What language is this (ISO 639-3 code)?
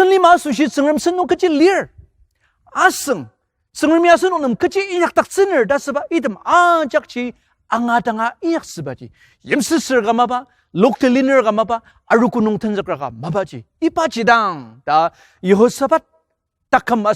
njo